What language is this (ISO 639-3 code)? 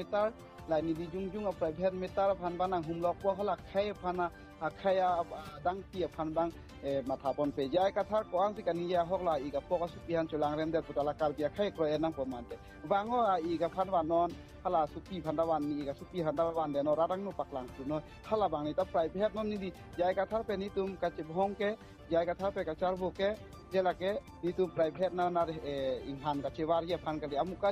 mjw